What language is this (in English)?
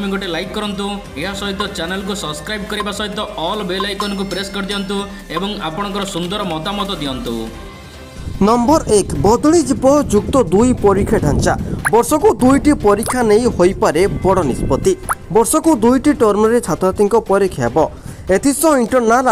Odia